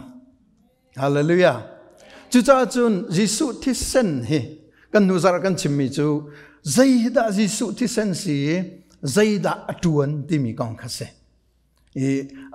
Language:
Hakha Chin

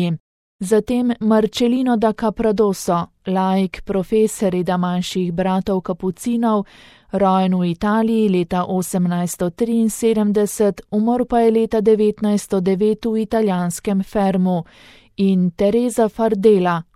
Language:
Slovenian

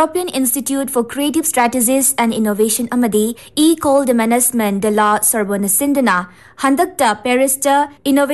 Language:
Manipuri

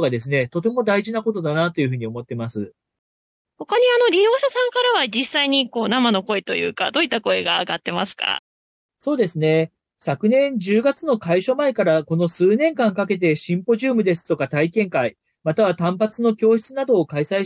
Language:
Japanese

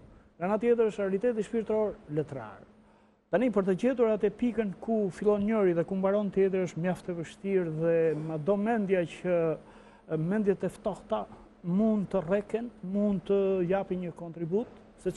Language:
Albanian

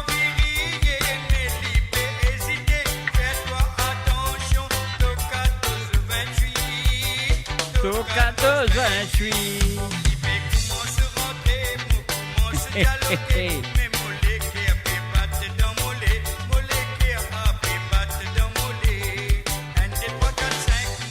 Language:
Morisyen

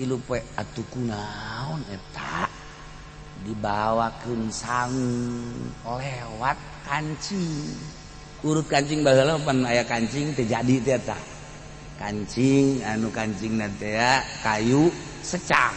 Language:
Sundanese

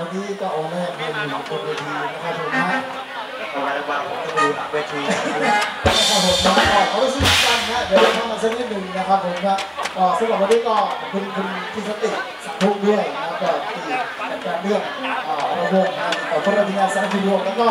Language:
Thai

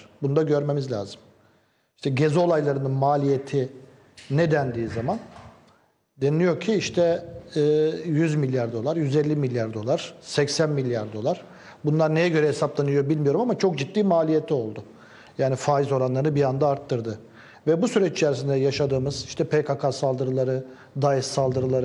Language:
Turkish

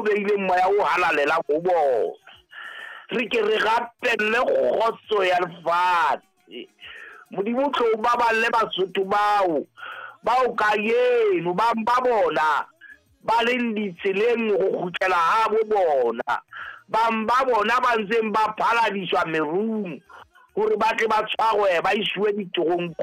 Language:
Southern Sotho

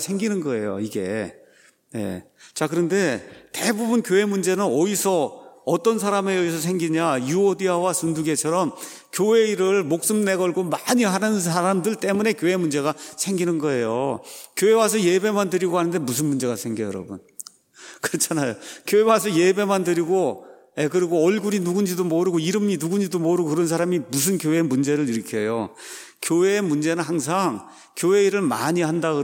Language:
Korean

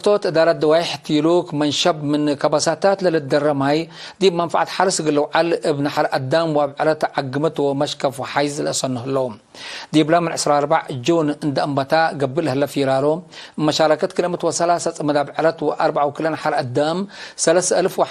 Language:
Tigre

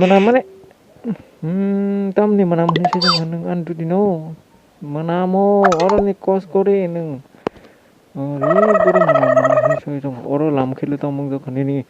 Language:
Kok Borok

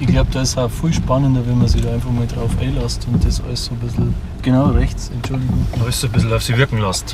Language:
Bavarian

